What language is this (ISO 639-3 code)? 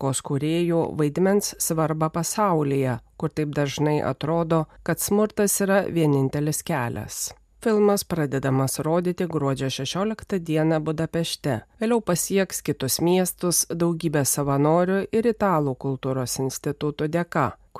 lit